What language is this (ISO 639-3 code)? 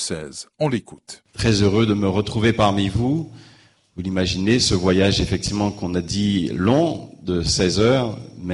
fra